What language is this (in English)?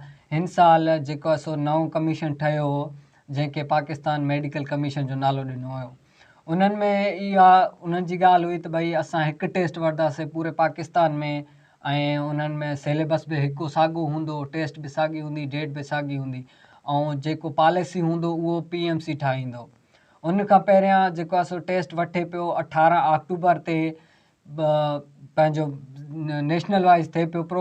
Sindhi